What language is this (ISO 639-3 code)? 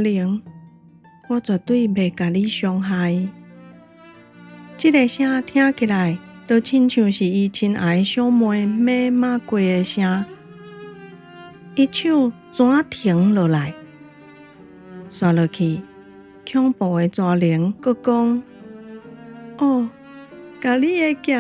nan